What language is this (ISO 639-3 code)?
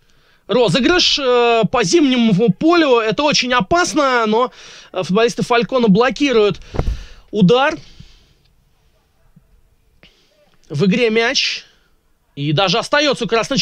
rus